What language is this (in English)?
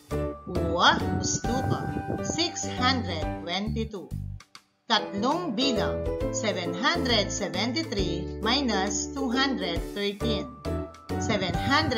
Pampanga